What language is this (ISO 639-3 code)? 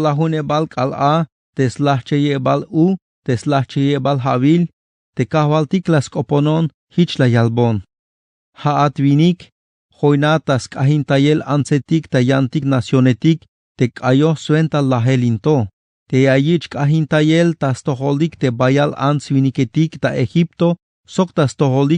tzh